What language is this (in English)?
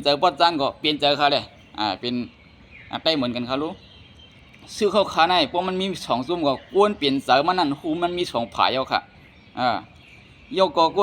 Shan